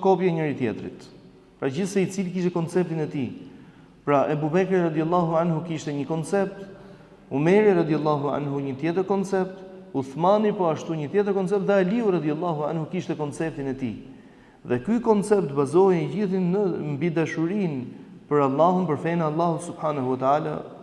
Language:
Albanian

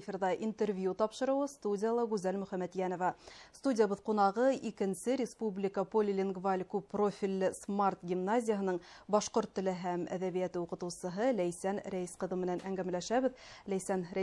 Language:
Bashkir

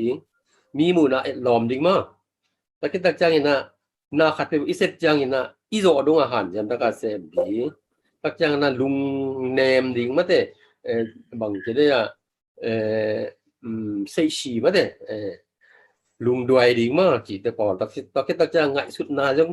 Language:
Tedim Chin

